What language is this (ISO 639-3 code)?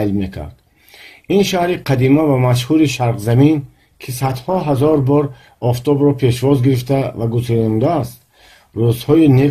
tgk